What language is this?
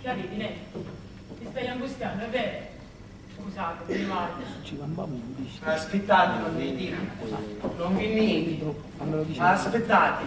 Sicilian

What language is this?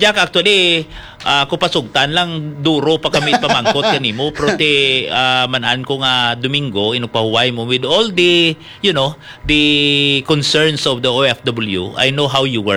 Hiligaynon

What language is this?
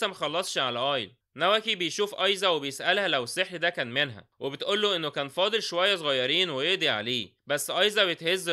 Egyptian Arabic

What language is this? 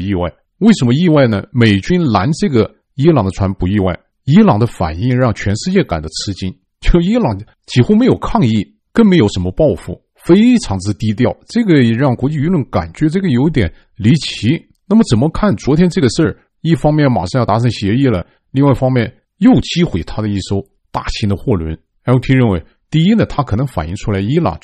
Chinese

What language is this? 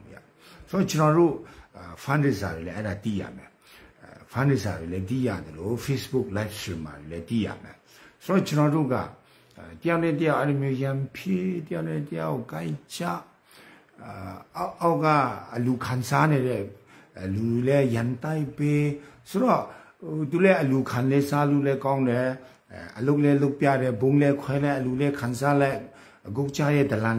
Burmese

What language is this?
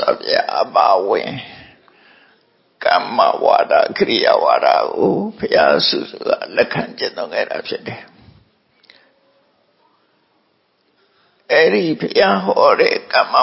Burmese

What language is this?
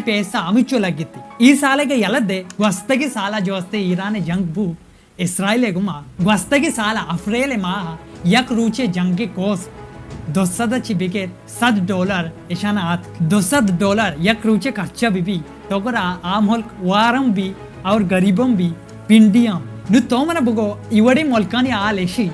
Baluchi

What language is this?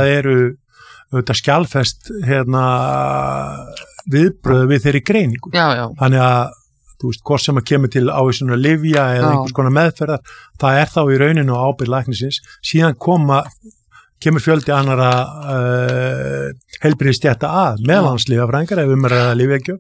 Icelandic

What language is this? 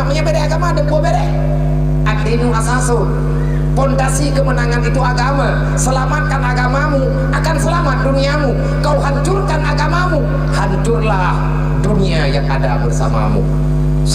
Achinese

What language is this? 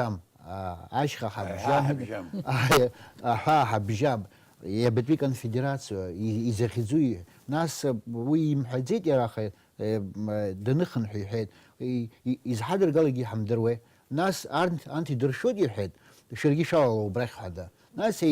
Abkhazian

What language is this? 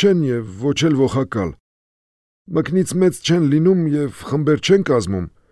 Armenian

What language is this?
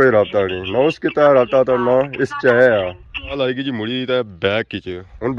Pahari-Potwari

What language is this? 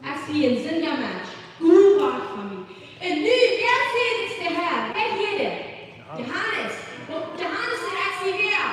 Plautdietsch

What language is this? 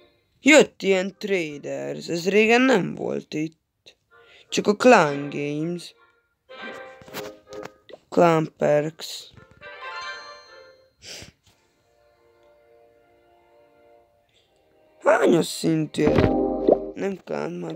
Hungarian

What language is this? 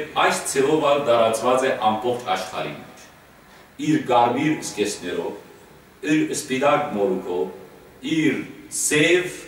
Western Armenian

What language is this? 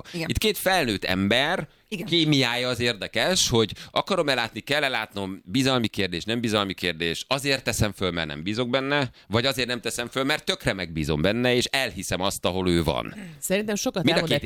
Hungarian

